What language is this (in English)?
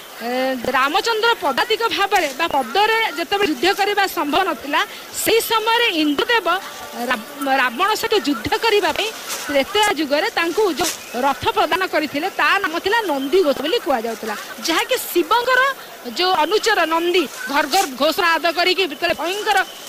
Odia